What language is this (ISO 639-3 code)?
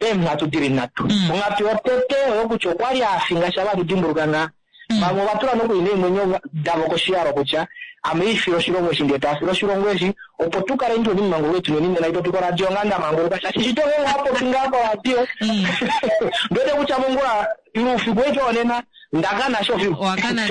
kua